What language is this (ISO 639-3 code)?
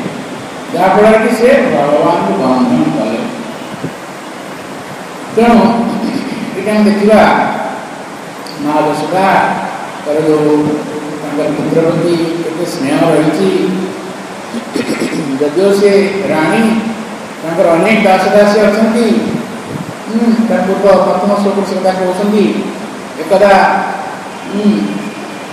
ori